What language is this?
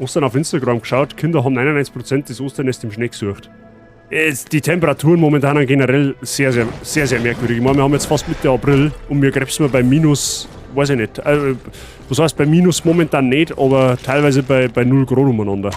Bavarian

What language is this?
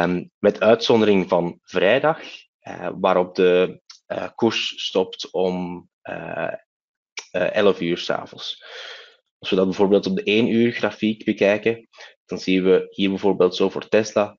Dutch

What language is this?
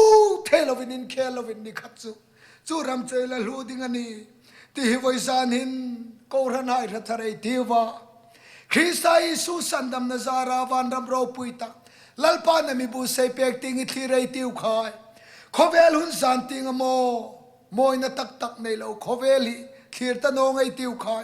Hmar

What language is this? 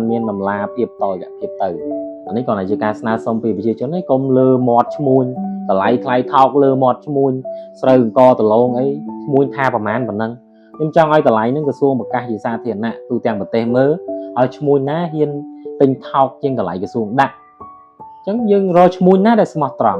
Khmer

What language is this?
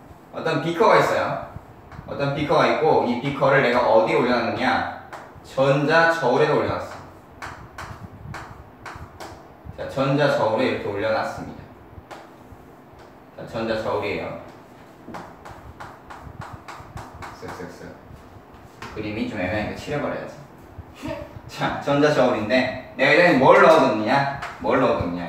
Korean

